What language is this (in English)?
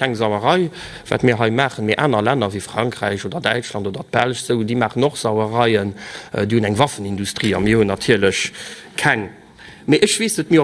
Luxembourgish